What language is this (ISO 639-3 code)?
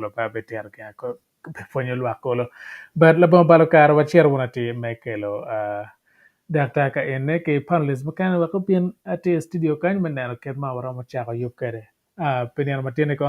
ach